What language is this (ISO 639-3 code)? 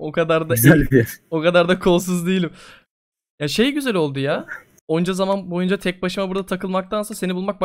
tur